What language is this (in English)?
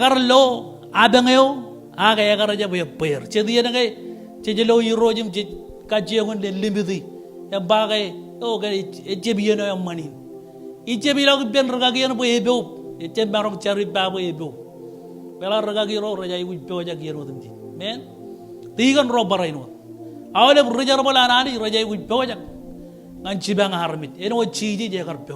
Marshallese